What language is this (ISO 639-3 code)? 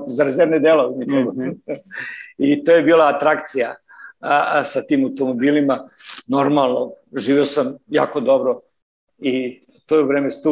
srp